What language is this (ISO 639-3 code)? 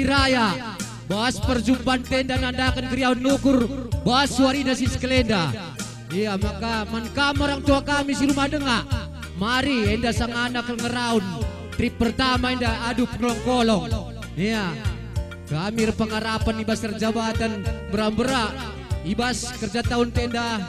btx